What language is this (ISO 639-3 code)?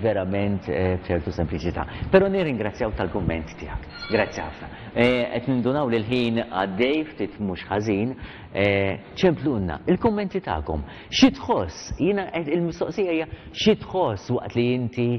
mlt